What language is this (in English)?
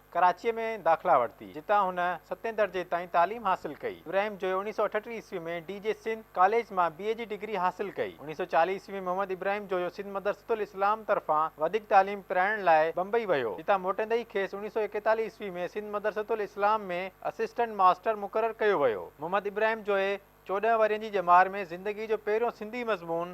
Sindhi